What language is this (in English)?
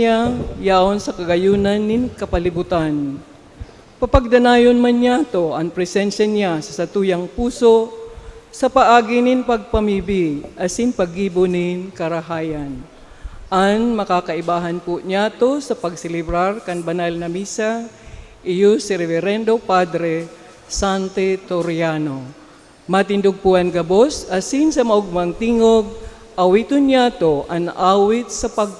Bikol